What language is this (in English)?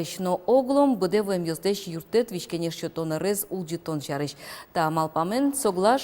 Udmurt